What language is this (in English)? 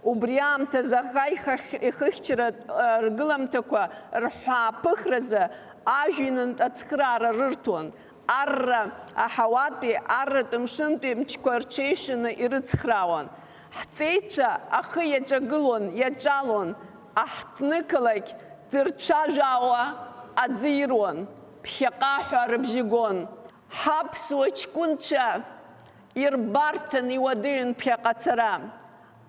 Abkhazian